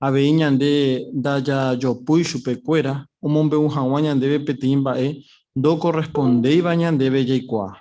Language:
Guarani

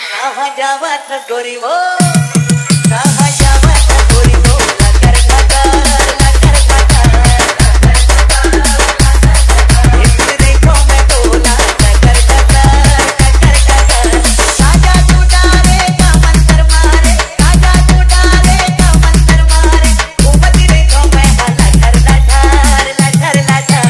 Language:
Chhattisgarhi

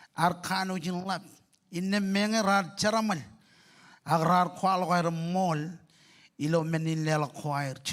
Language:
Marshallese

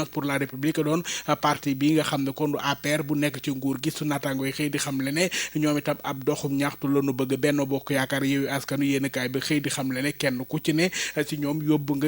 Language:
Wolof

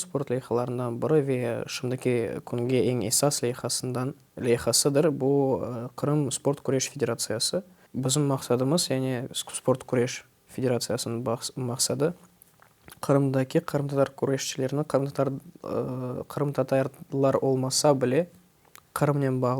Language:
Crimean Tatar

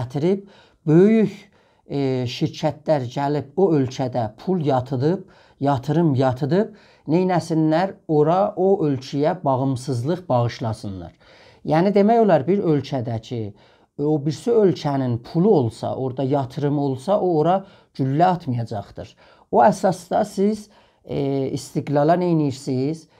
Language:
South Azerbaijani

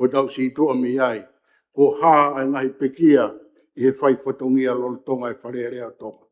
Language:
Tongan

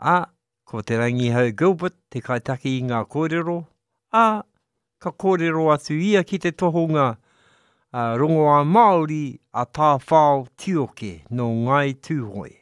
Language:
Māori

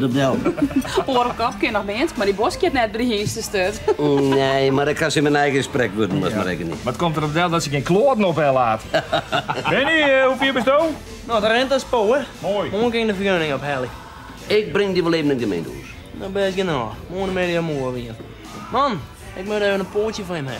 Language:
Western Frisian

